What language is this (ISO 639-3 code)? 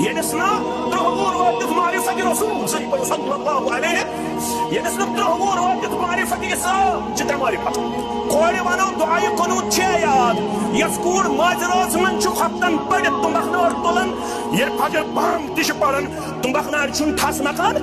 kas